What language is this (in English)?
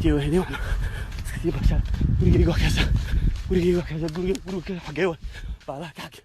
Somali